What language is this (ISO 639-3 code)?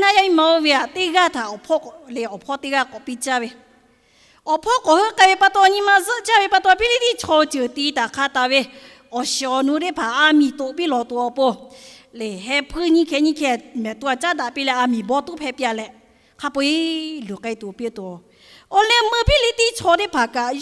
lhu